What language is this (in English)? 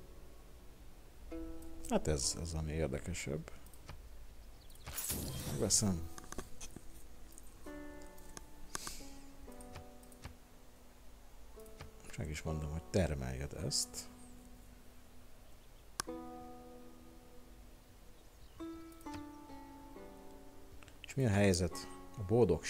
Hungarian